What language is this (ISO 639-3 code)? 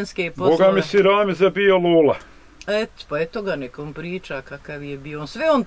bos